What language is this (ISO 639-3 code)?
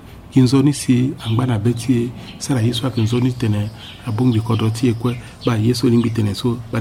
sag